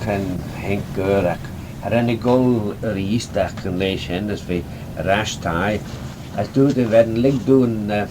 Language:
Manx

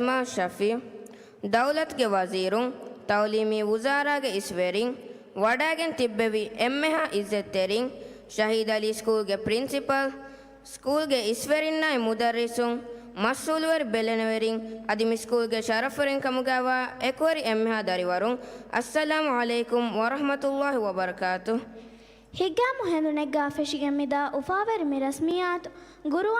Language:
Divehi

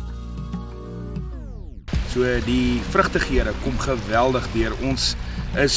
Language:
Afrikaans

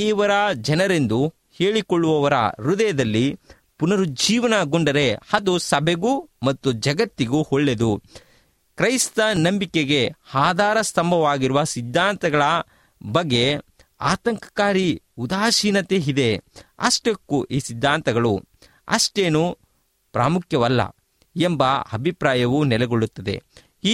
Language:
Kannada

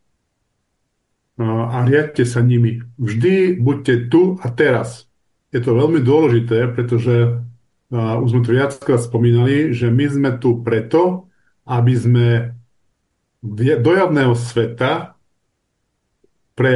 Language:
Slovak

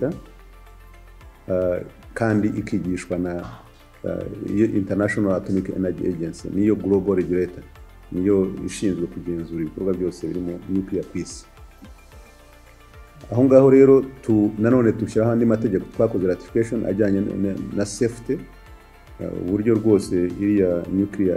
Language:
Kinyarwanda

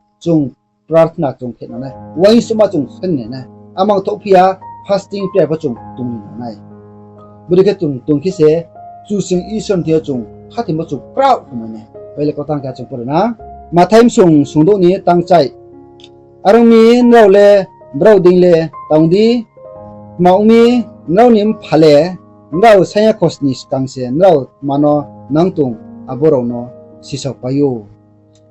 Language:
Riang (India)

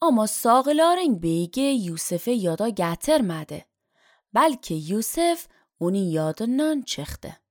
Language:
Azerbaijani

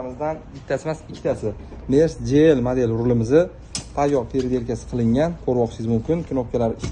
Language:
Uzbek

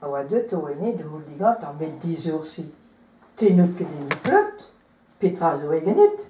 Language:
Breton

